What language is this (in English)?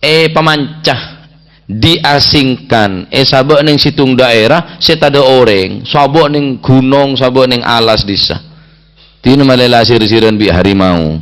Madurese